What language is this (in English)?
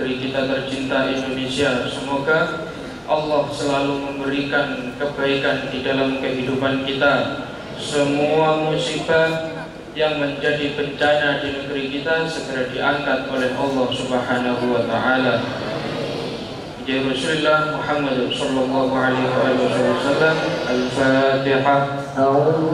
Indonesian